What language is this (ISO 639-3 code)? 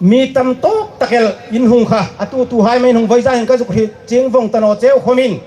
hmr